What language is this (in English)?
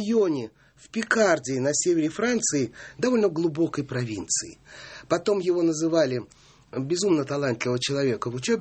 Russian